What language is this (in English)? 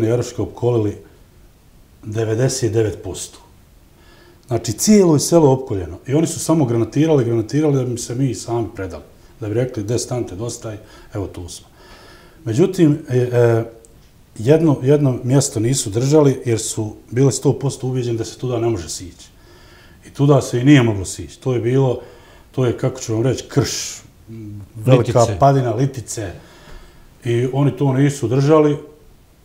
Bosnian